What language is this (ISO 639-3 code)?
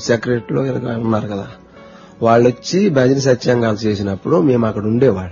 tel